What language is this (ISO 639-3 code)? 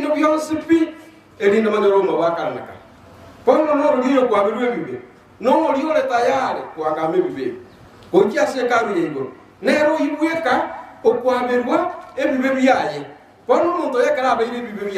guz